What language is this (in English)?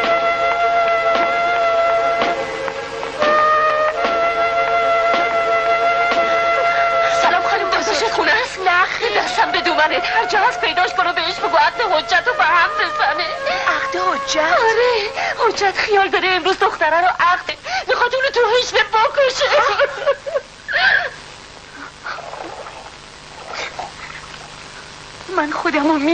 Persian